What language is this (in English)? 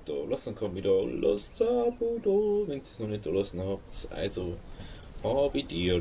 Bavarian